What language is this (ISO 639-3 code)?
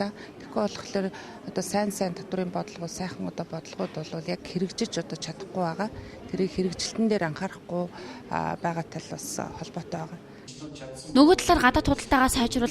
mon